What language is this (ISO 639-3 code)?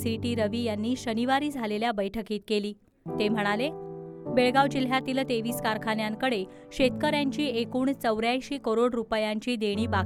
mar